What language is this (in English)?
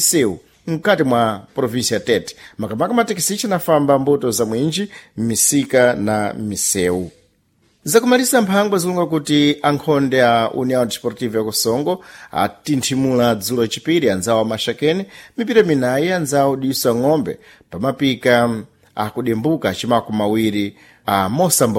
Sena